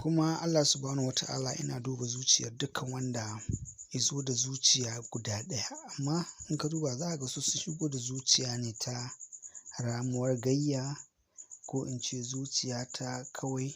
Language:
Hausa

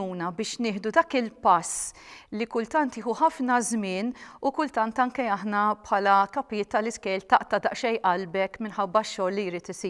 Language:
Maltese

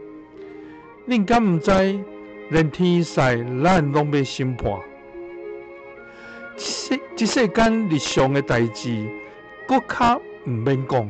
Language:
Min Nan Chinese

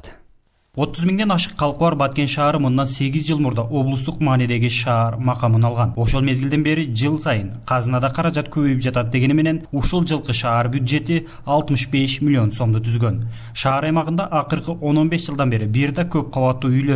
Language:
Kyrgyz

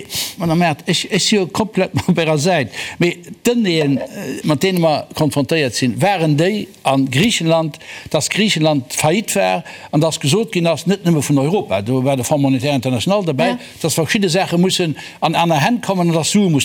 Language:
Luxembourgish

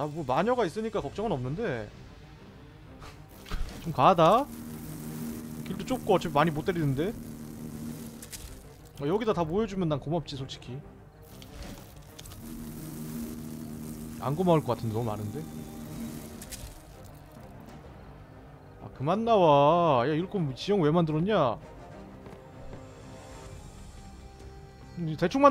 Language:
Korean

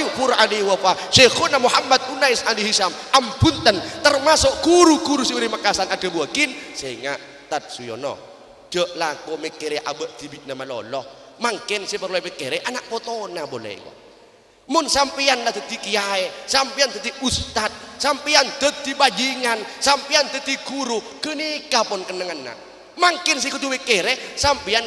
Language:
Madurese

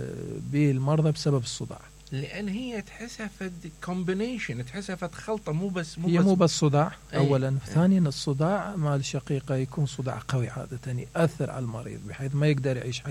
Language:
Mesopotamian Arabic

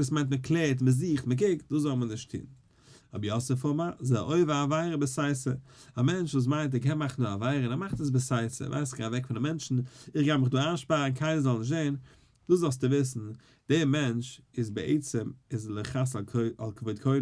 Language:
Yiddish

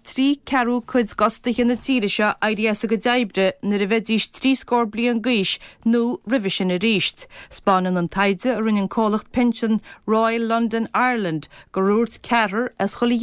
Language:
Irish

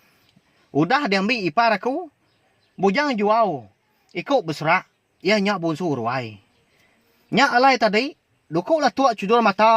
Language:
Iban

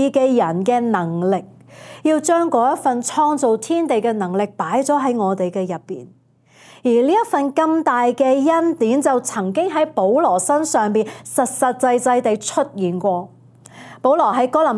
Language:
Cantonese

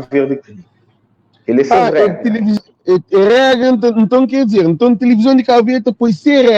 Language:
Kabuverdianu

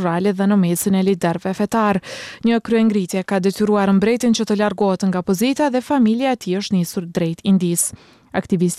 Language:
Albanian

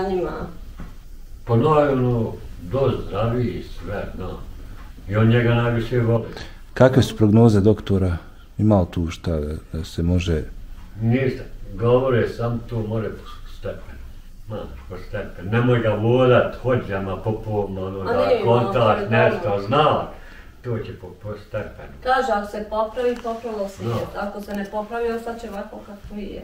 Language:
Bosnian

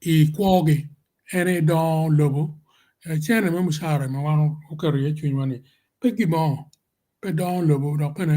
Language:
Acoli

